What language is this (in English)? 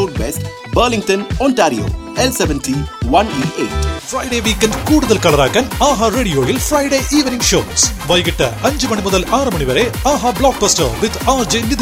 Malayalam